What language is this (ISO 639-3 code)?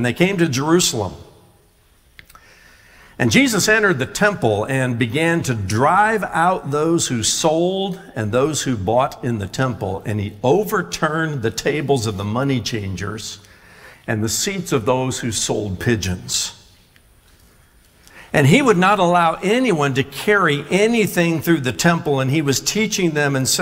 eng